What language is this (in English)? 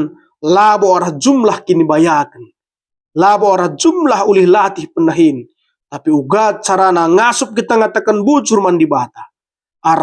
Batak Karo